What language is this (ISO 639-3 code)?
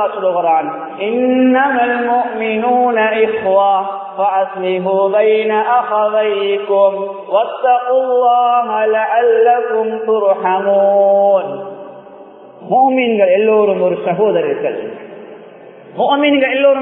tam